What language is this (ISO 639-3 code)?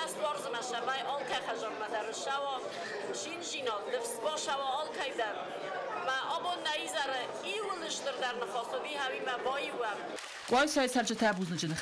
oss